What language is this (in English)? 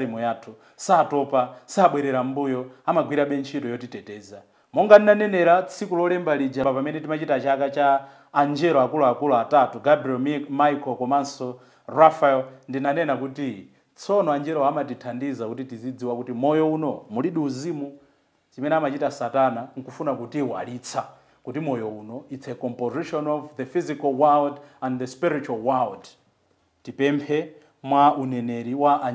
Nyanja